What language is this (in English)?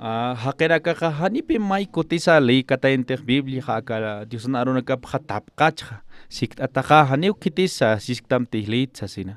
Aymara